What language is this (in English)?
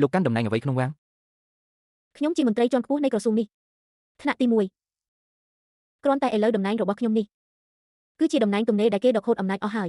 Khmer